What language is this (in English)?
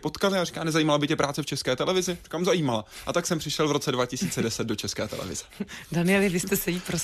Czech